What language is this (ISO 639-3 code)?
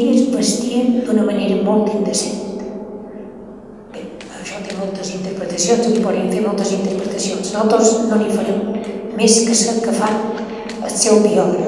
cat